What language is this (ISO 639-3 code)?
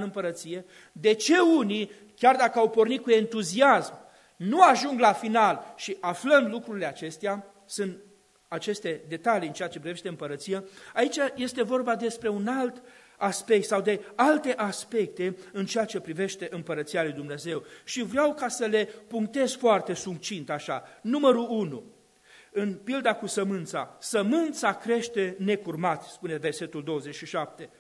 ron